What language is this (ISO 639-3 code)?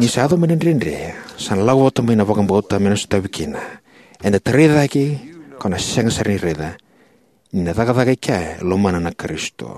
fij